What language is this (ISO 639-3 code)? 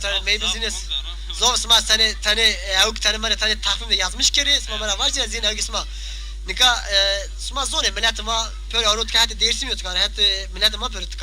zza